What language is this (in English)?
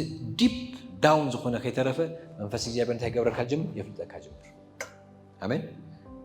Tigrinya